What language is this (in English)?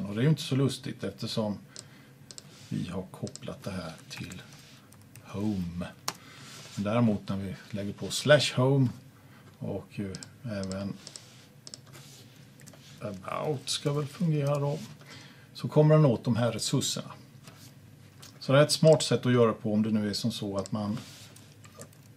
Swedish